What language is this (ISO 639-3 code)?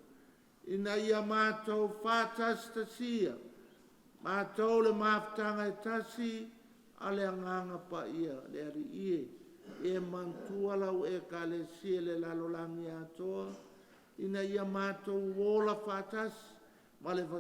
smo